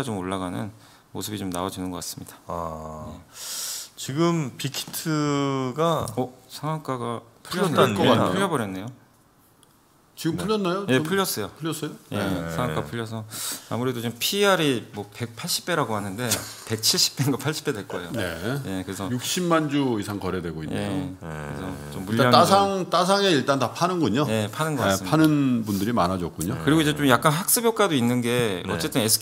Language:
Korean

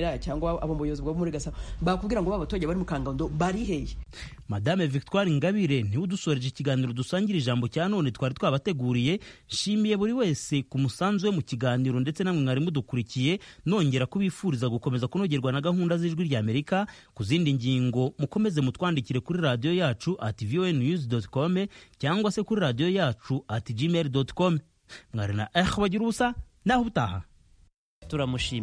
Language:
Kinyarwanda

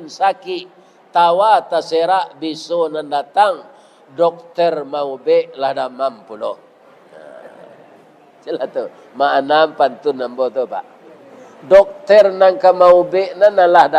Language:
Minangkabau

